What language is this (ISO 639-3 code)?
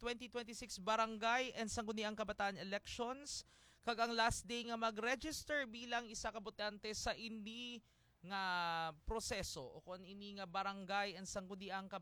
hil